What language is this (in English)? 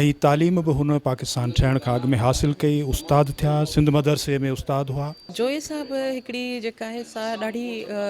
Sindhi